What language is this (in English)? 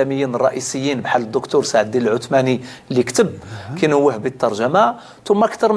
Moroccan Arabic